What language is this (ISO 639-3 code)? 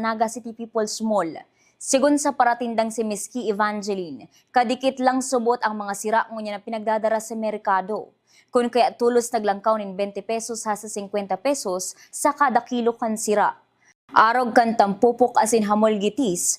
bik